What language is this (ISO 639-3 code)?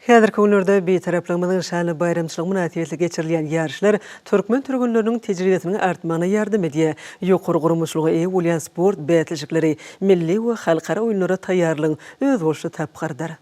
tuk